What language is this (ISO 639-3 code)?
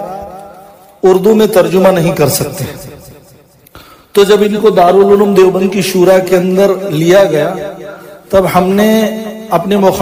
urd